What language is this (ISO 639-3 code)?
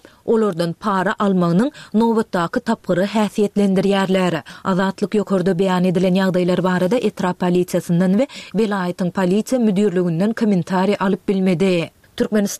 tuk